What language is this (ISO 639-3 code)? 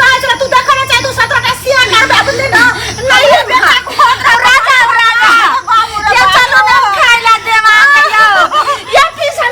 mai